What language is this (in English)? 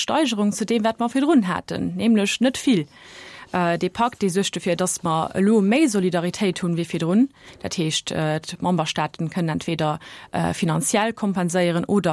Luxembourgish